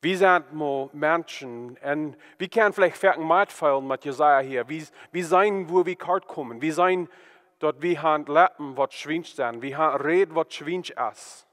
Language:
Plautdietsch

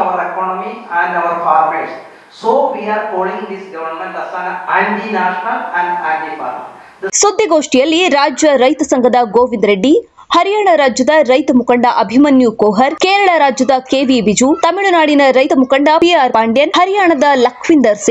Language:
Kannada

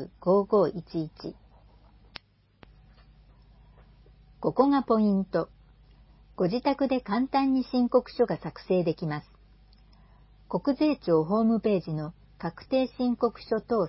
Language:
Japanese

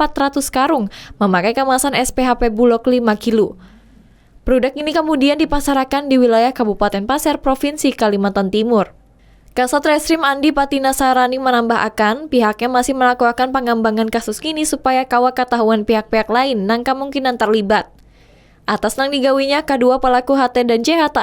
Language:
Banjar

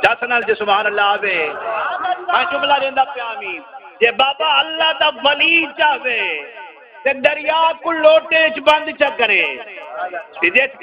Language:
Saraiki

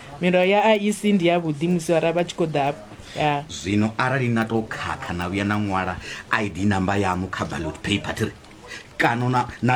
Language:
Venda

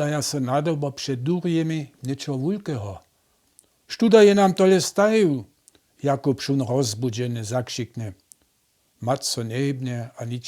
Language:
Upper Sorbian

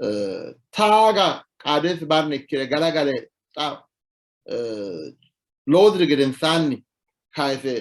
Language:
Sidamo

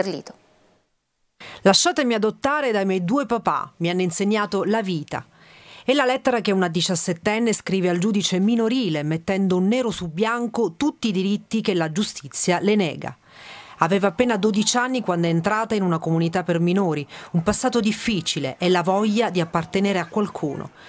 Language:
Italian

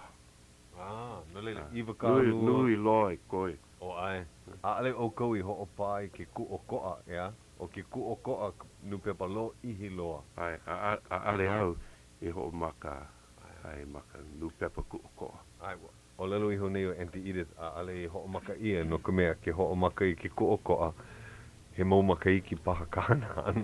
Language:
Hawaiian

